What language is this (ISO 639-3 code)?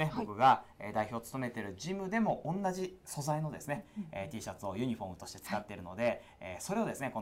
jpn